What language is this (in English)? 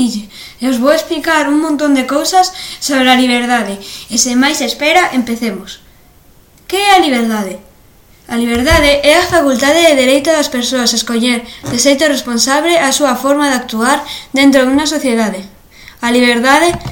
Galician